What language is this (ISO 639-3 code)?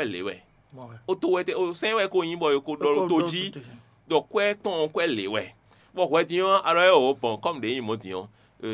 fon